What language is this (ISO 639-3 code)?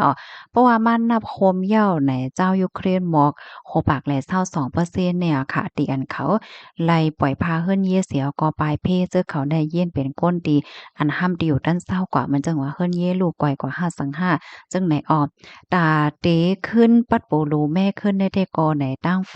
shn